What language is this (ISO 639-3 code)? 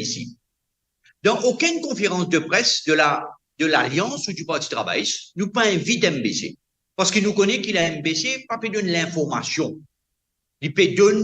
mfe